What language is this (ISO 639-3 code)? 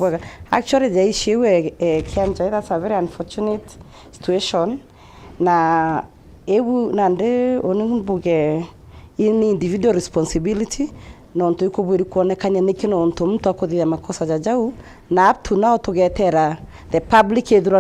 mer